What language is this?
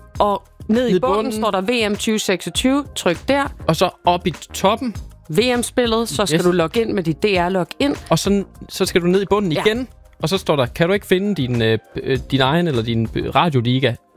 Danish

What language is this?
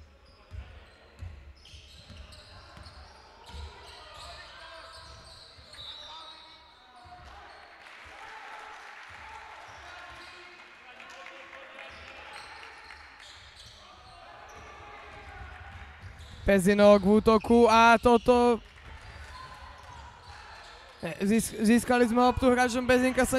Slovak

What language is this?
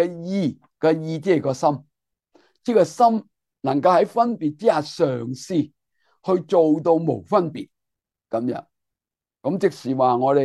Cantonese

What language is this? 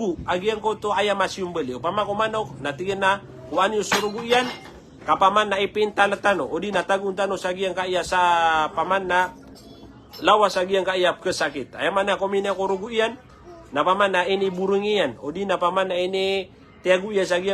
Maranao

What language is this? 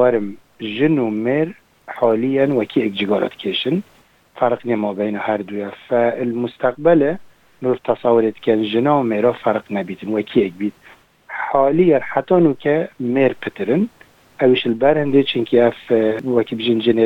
Kurdish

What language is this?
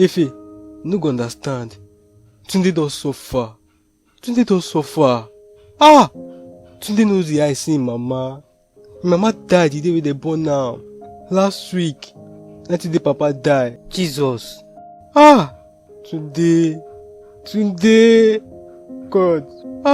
Nigerian Pidgin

